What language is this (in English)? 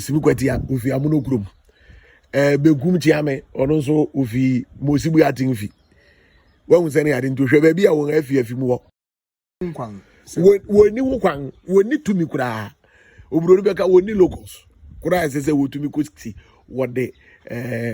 Akan